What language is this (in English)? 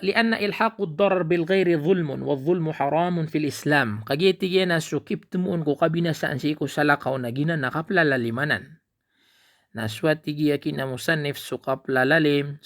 Maranao